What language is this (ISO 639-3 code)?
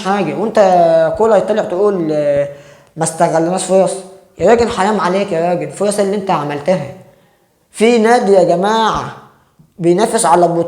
arz